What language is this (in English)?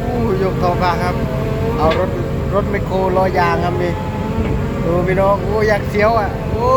Lao